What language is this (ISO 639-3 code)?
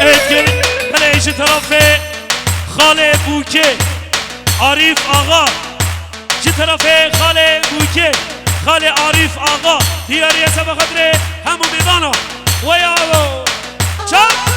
kur